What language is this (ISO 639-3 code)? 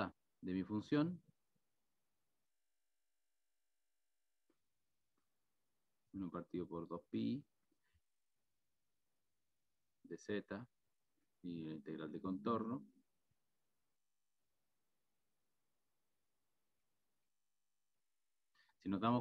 spa